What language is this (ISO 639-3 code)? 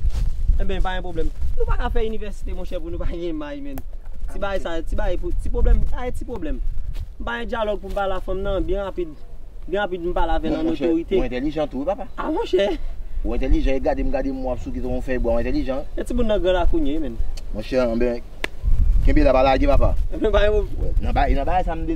hat